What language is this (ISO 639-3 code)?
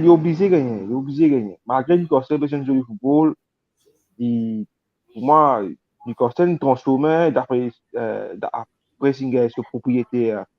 mfe